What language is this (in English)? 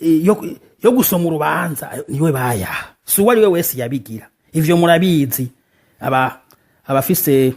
Rundi